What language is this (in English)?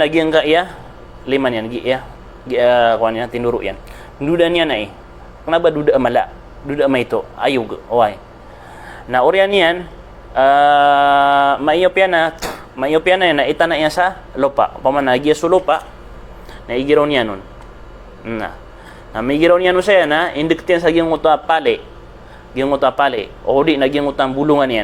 Maranao